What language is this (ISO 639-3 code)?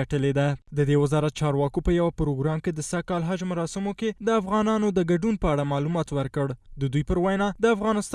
pus